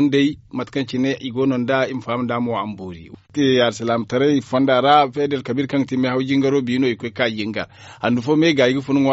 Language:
Zarma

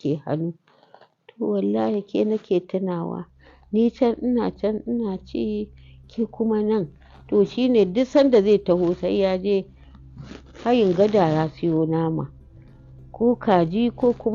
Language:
Hausa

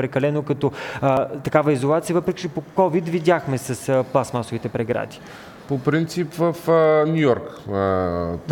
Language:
Bulgarian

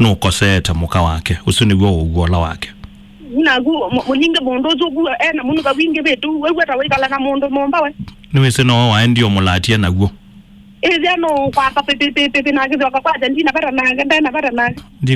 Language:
Kamba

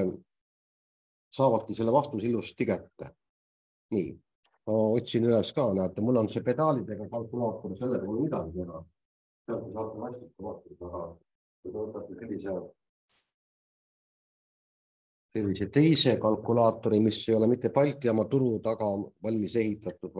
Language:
Estonian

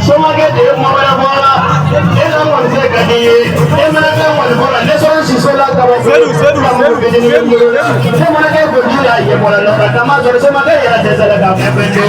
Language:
Bambara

